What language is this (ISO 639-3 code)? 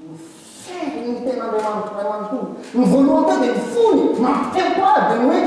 mlg